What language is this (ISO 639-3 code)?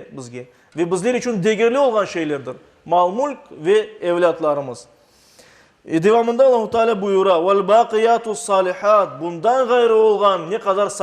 crh